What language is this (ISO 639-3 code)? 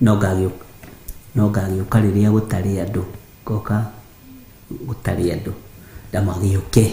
kik